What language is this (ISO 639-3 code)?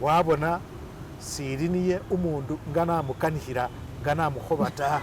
myx